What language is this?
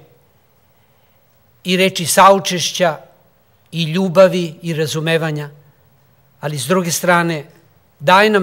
Serbian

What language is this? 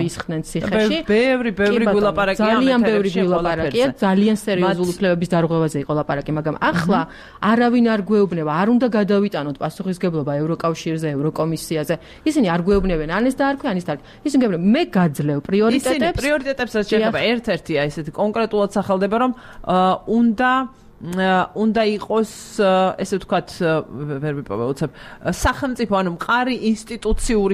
Georgian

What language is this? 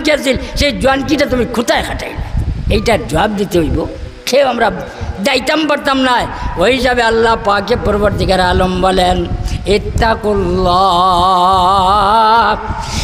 Sylheti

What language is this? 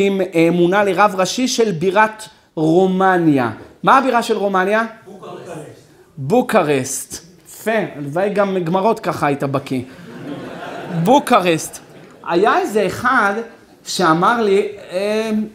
Hebrew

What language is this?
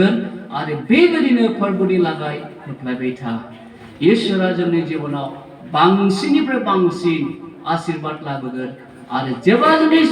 Bodo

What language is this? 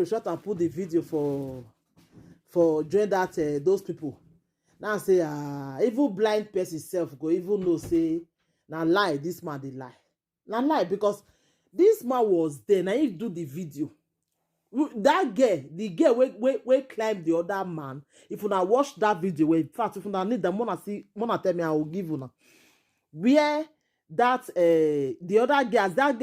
Nigerian Pidgin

